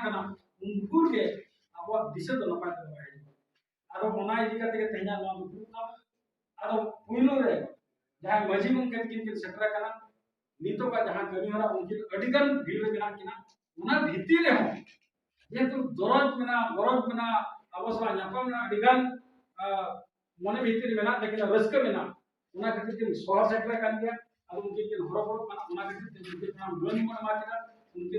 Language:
Santali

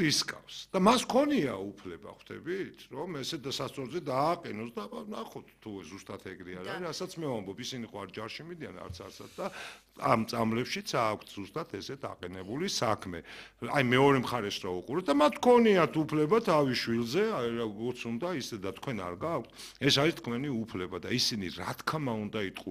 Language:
Georgian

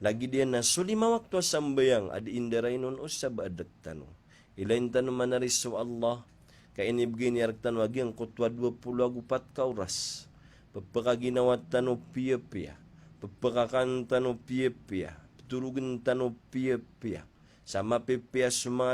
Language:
Maranao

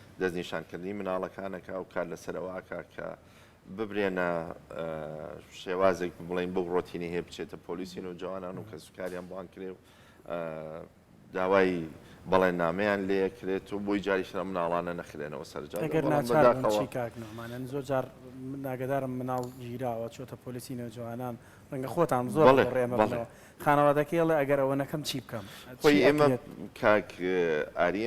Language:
Central Kurdish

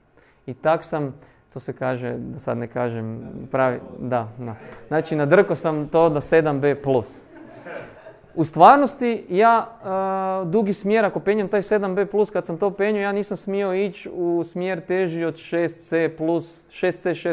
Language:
Croatian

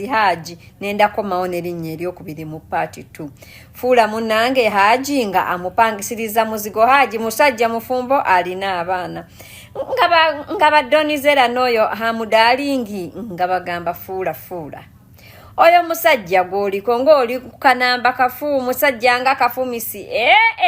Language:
Ganda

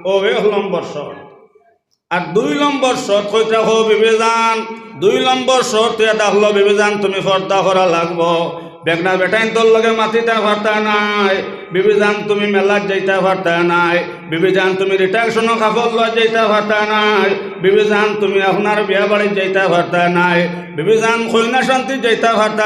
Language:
Sylheti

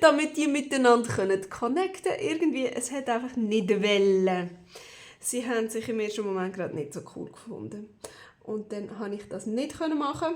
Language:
Swiss German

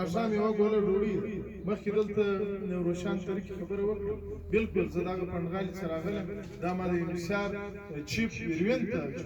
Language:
Pashto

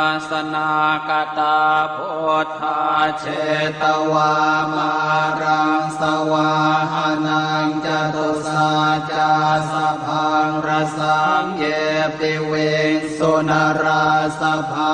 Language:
Pali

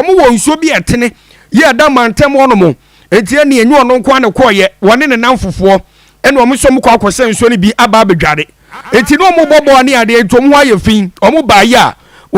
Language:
Akan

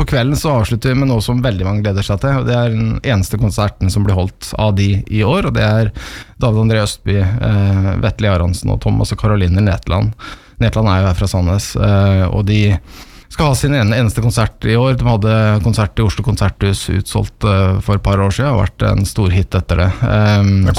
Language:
Norwegian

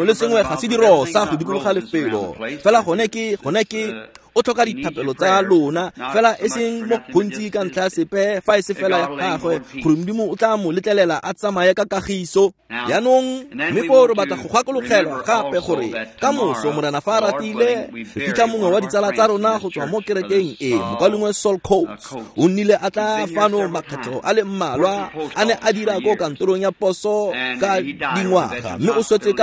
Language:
Tswana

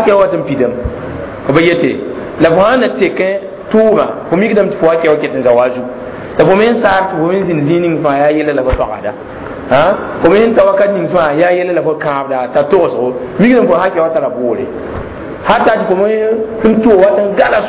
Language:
Mossi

